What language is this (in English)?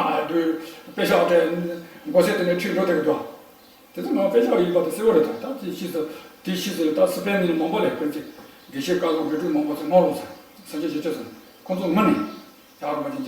Tibetan